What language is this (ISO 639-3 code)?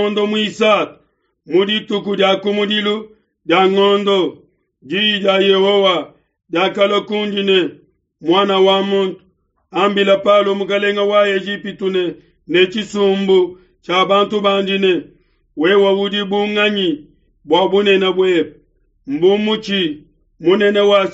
lua